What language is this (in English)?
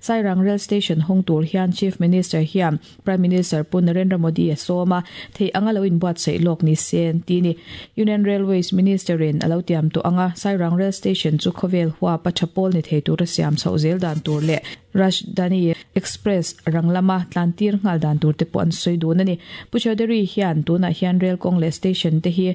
Mizo